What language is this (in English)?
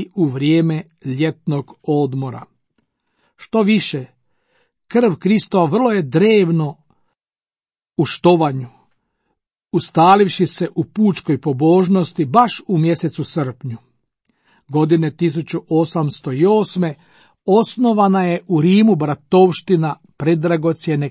Croatian